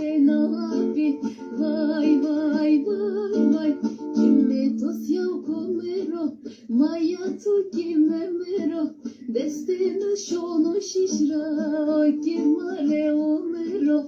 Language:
Zaza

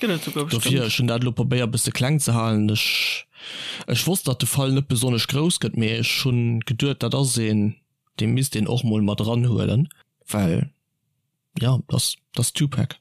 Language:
Luxembourgish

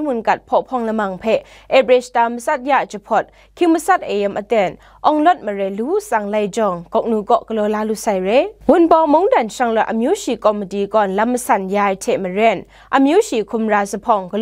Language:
Kachin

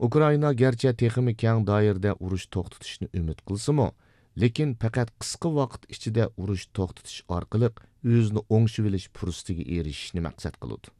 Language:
Uyghur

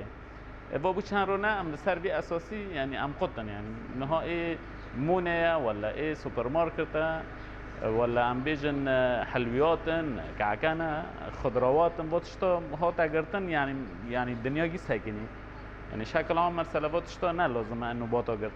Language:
Kurdish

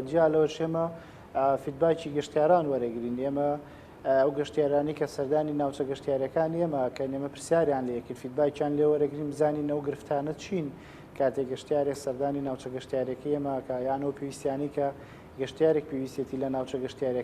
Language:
Central Kurdish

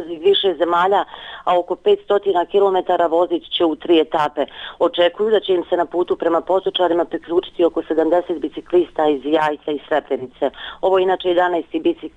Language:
Bosnian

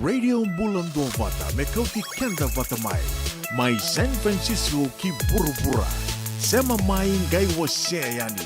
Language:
Fijian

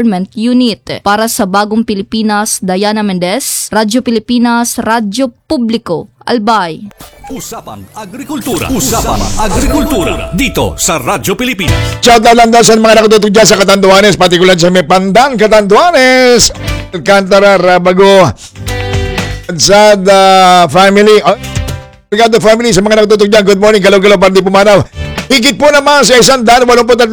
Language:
Filipino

